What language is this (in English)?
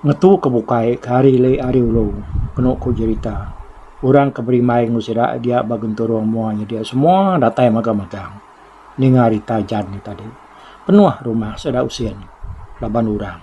Iban